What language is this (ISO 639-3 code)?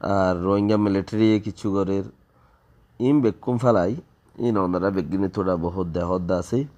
rhg